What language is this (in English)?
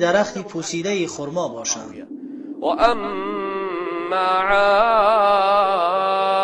Tajik